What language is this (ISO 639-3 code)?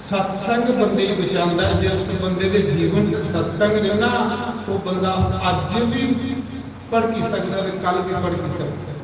doi